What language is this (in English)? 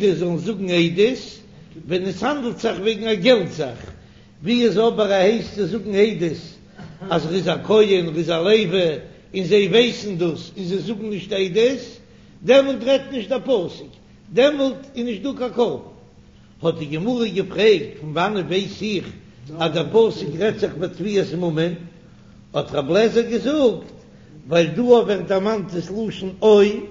Yiddish